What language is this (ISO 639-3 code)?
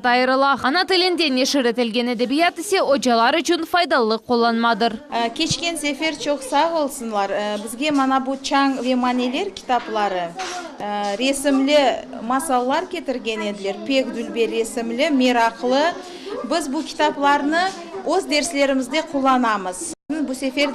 crh